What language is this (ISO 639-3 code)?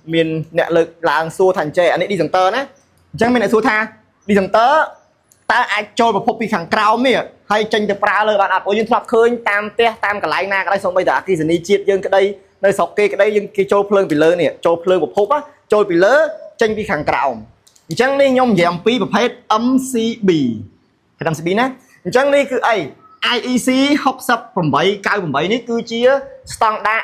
khm